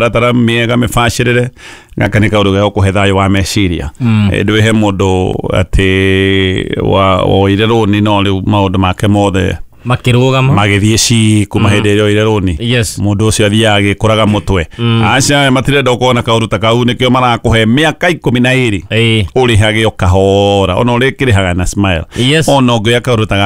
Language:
Kikuyu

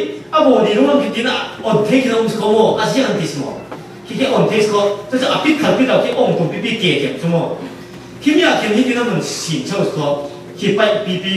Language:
Falam Chin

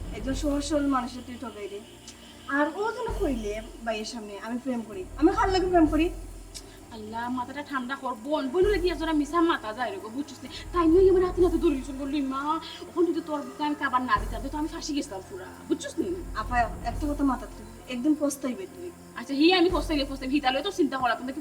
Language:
Sylheti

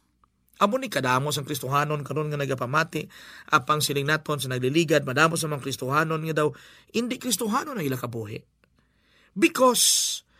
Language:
Hiligaynon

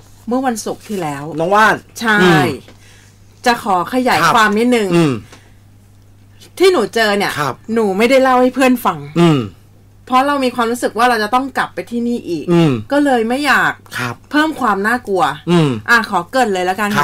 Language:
Thai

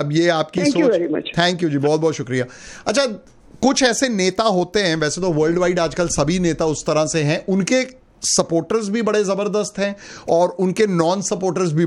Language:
Hindi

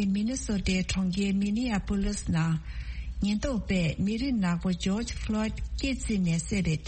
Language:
Tibetan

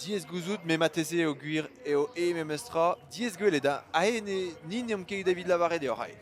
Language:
Breton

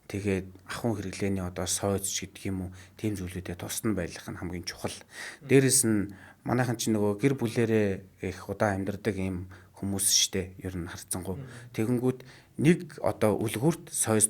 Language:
Mongolian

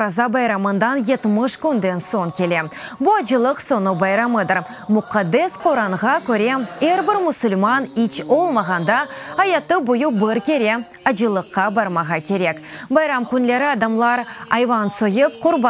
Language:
Crimean Tatar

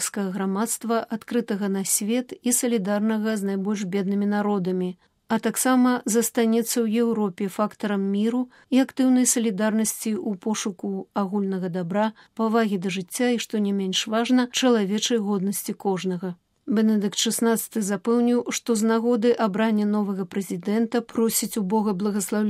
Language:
Belarusian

